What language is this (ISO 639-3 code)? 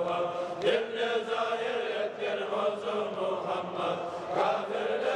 kum